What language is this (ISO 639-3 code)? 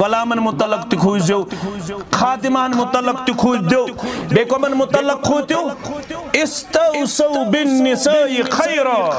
kas